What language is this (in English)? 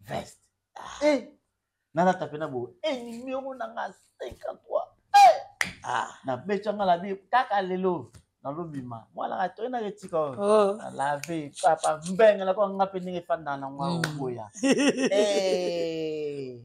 Lingala